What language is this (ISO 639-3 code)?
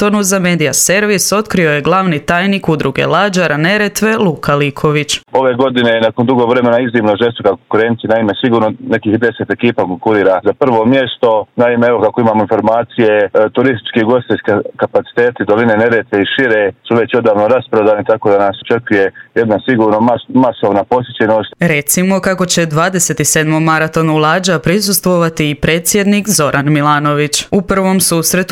hrv